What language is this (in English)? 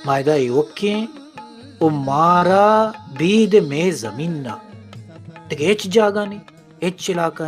Baluchi